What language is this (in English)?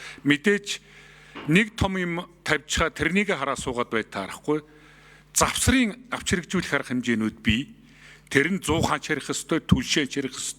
Mongolian